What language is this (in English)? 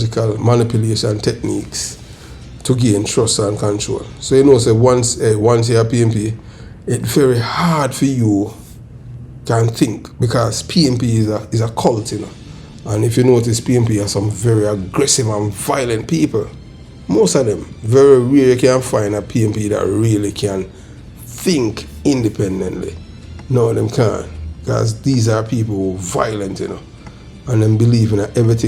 Jamaican Creole English